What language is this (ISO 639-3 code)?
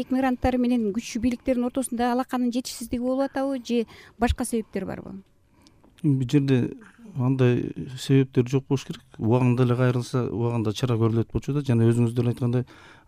kir